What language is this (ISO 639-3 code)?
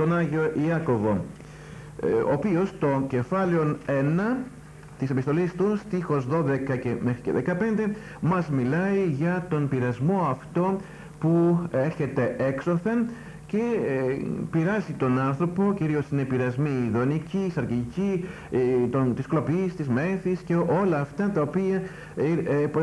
ell